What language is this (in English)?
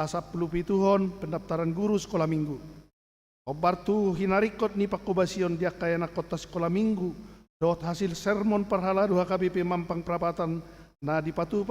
Batak Toba